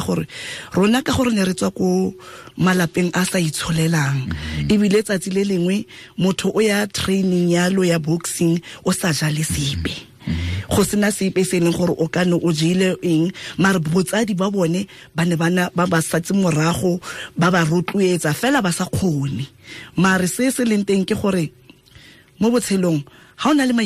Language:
Tswana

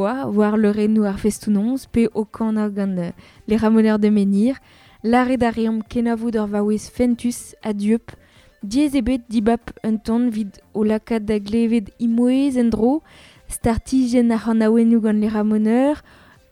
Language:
Breton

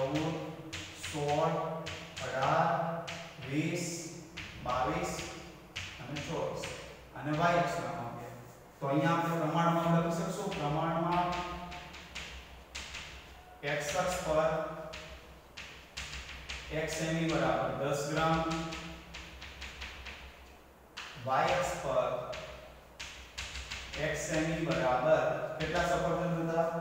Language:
Gujarati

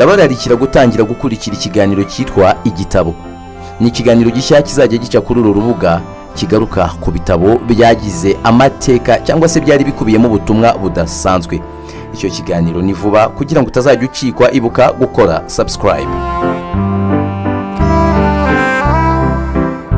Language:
Kinyarwanda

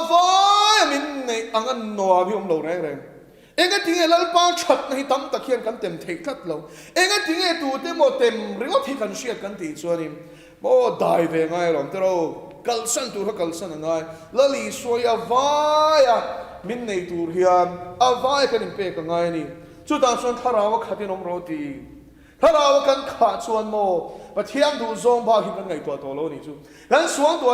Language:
Mizo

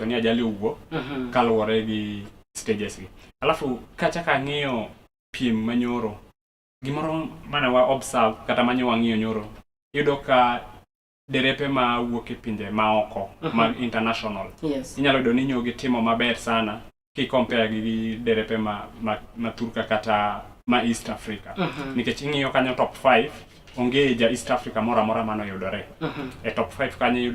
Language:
Luo (Kenya and Tanzania)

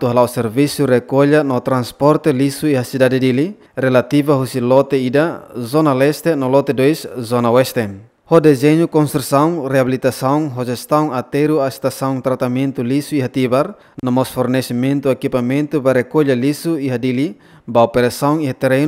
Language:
Tetum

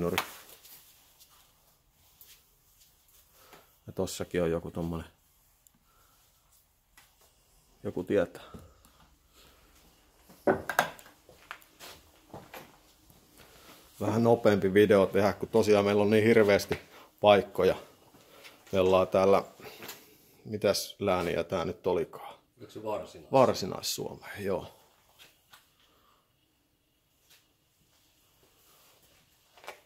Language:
Finnish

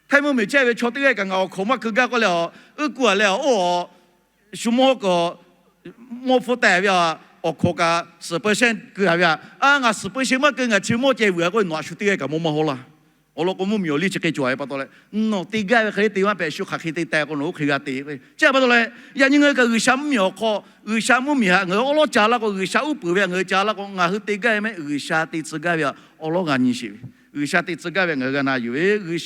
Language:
Lahu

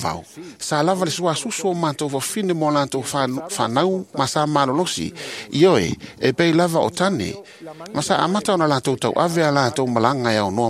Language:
Samoan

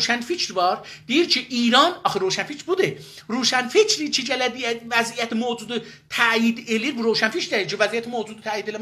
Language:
South Azerbaijani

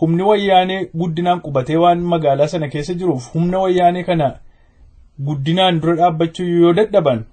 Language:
Oromo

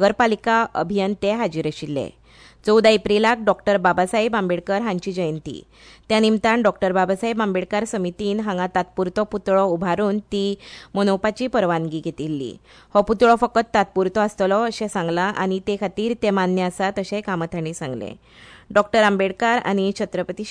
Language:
Konkani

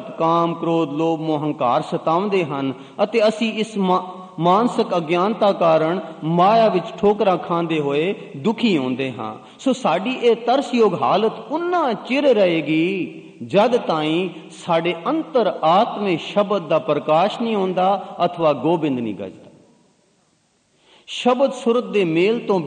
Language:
Punjabi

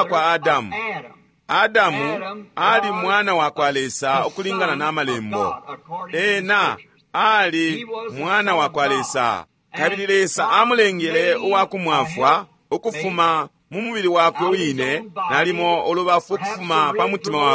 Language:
Bemba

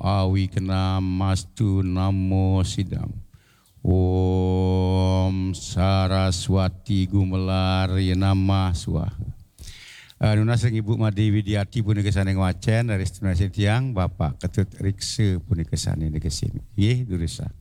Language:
Balinese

